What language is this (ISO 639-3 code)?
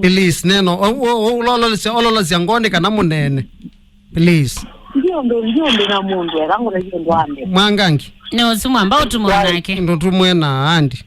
kam